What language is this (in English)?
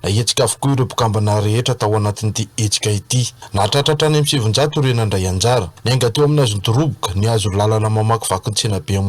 Malagasy